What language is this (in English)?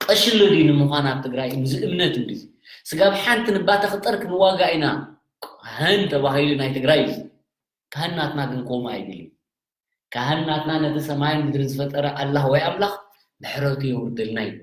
Tigrinya